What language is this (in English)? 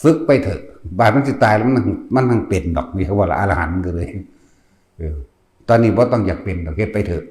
Northeastern Thai